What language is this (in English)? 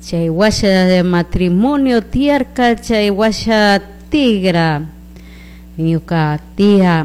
Chimborazo Highland Quichua